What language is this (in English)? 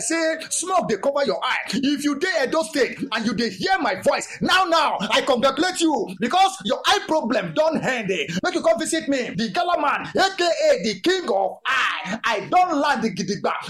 Nigerian Pidgin